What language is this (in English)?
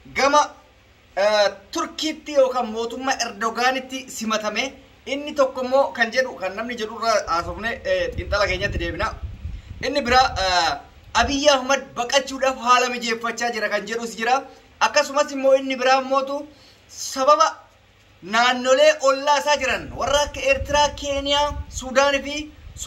Oromo